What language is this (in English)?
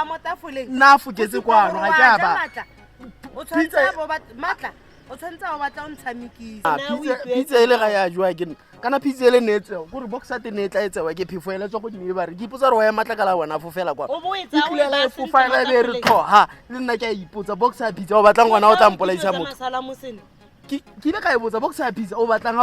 Tswana